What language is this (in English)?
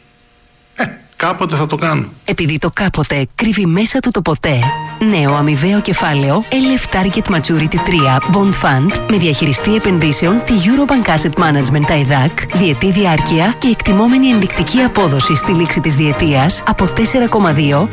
Greek